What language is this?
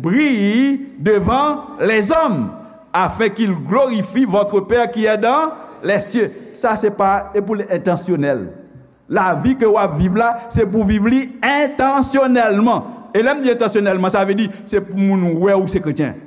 Haitian Creole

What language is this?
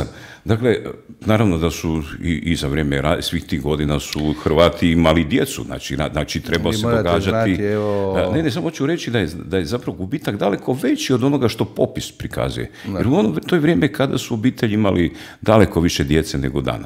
Croatian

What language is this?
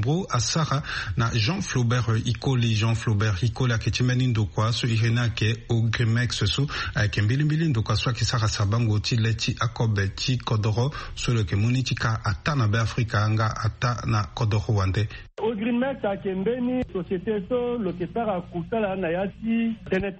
Sango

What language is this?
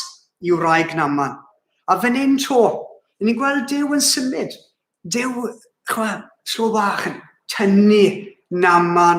Welsh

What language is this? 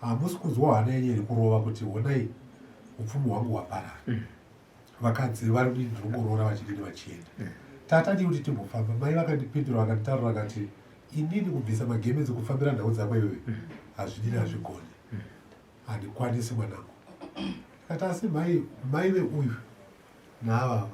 Shona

